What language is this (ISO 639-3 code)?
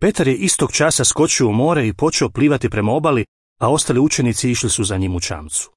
srp